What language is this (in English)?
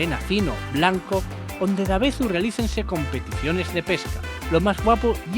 Asturian